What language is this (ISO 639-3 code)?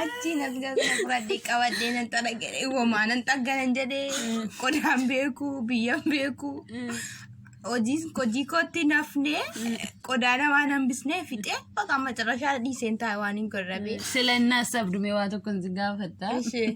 orm